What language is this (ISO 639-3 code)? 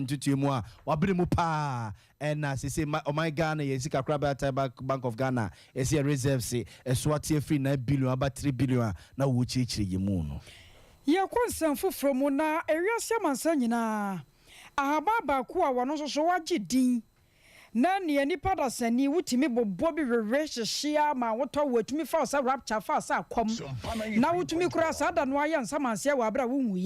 aka